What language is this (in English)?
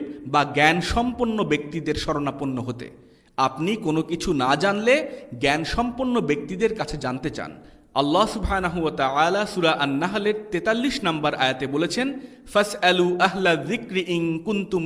Bangla